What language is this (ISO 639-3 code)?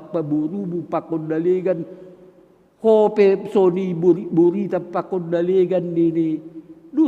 bts